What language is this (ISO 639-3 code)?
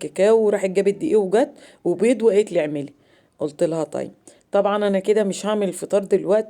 arz